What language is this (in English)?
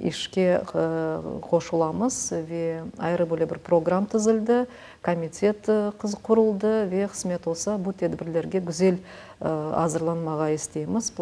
Crimean Tatar